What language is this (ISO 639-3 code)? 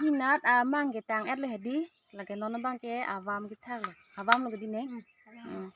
mjw